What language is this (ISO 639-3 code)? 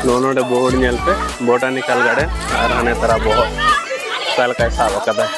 sat